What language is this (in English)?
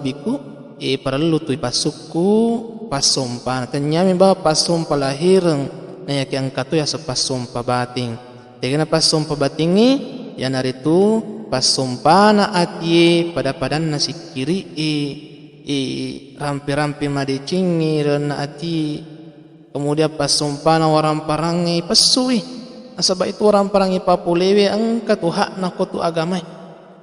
Buginese